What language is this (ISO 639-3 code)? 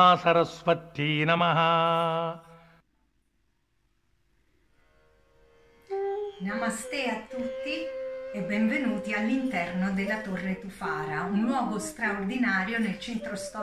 ita